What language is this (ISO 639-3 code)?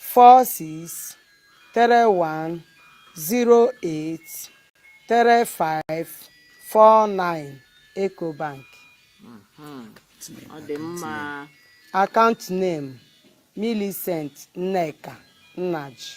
ibo